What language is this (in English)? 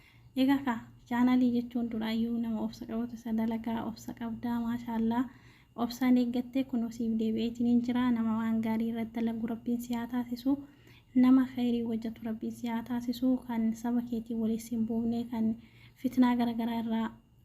Oromo